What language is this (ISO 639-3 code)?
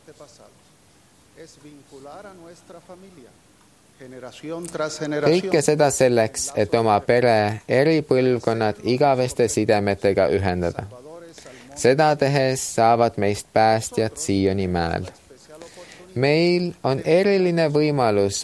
est